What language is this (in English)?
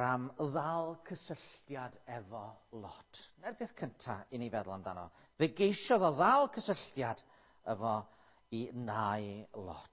Welsh